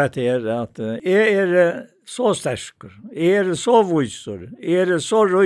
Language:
Faroese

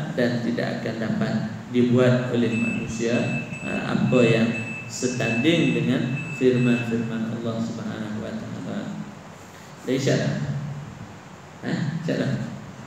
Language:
Malay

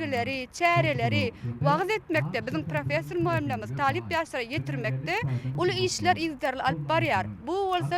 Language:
Turkmen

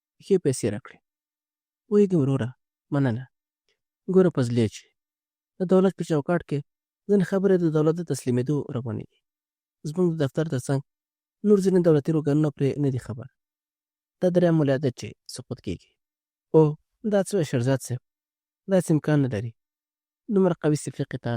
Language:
Pashto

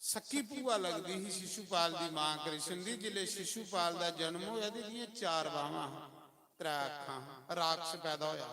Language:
Dogri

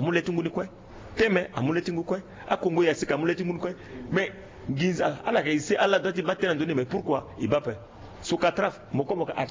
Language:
Sango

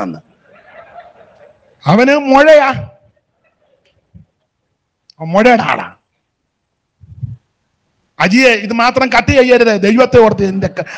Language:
Malayalam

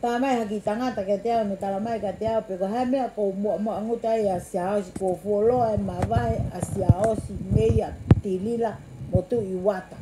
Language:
Tongan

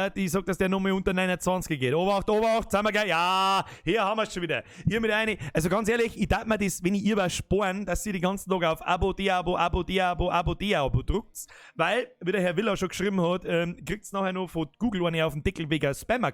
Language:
Bavarian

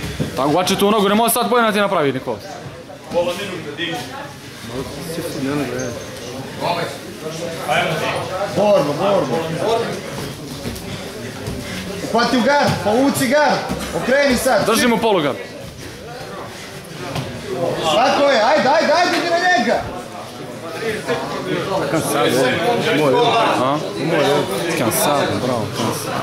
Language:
Croatian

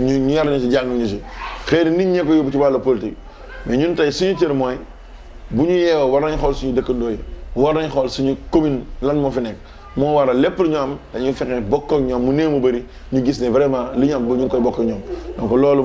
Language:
Wolof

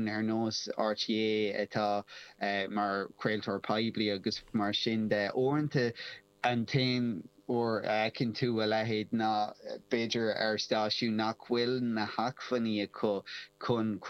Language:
Irish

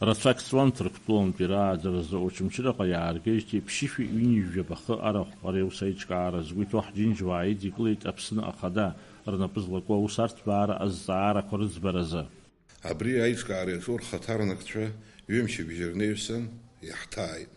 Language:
Abkhazian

